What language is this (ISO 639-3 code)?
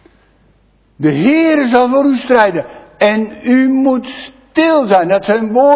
nld